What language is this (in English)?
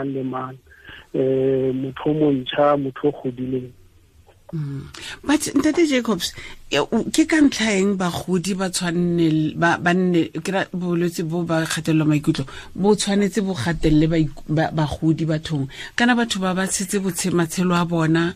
Tswana